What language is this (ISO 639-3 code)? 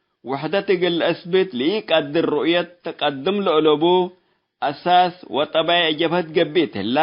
tig